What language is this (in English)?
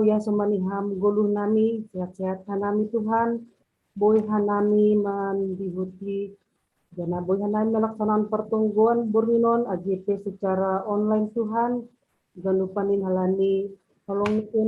Batak Simalungun